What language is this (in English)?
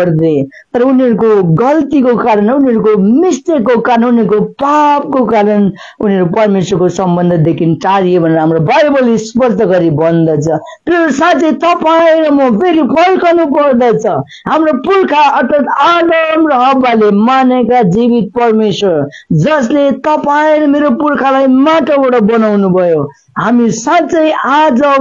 Nepali